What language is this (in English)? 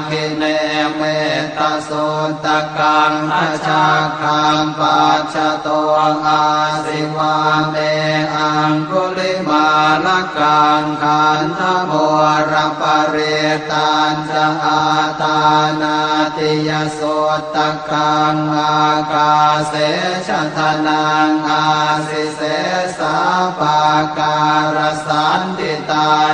Pali